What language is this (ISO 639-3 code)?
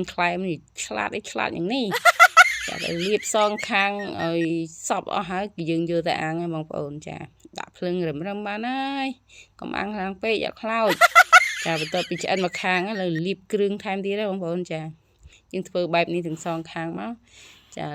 khm